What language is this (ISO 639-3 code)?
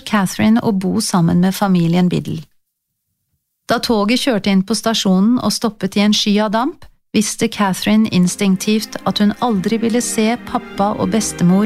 nor